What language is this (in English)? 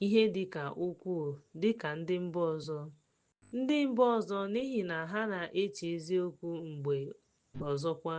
Igbo